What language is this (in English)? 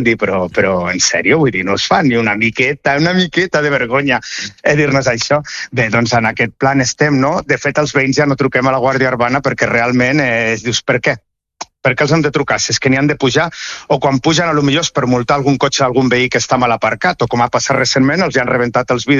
Catalan